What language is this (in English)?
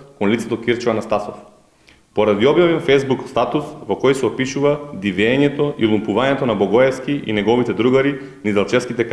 Macedonian